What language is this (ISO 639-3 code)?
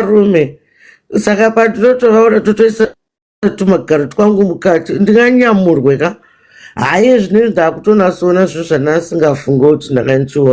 sna